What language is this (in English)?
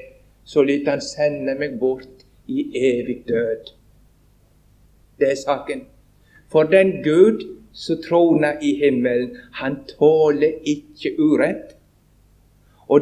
Norwegian